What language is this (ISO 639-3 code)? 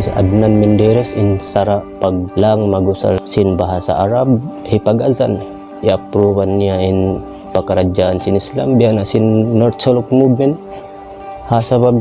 tsg